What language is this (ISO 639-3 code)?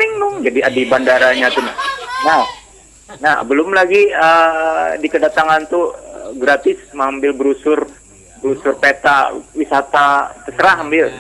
bjn